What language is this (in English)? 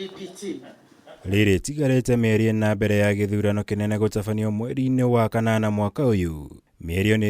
Kikuyu